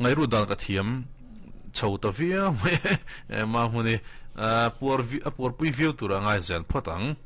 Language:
Mizo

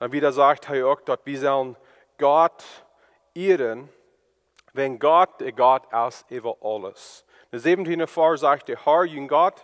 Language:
Plautdietsch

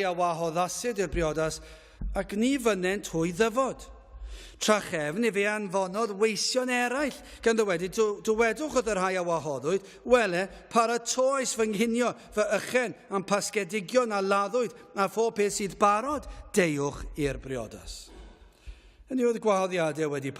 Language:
Welsh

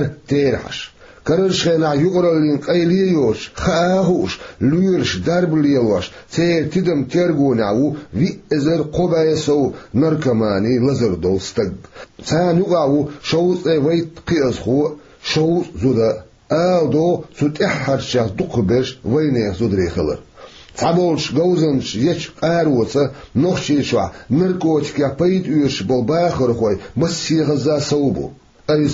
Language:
Chechen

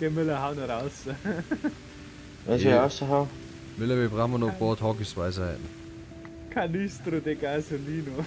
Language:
Bavarian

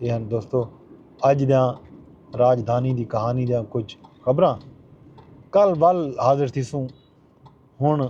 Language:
Saraiki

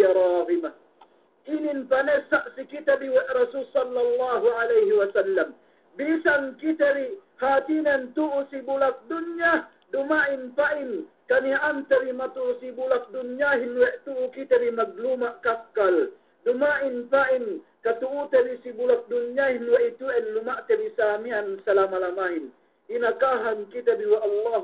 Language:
Yakan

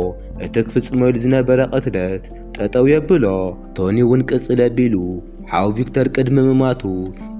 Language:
Tigrinya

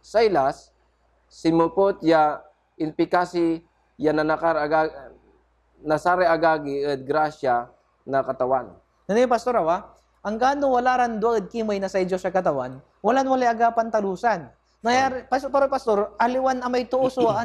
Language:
Pangasinan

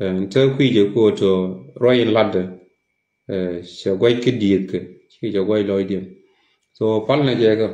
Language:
Nuer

